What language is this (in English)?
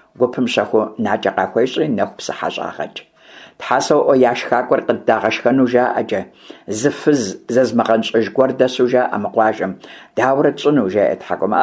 Kabardian